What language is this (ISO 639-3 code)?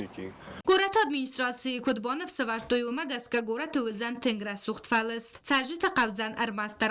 oss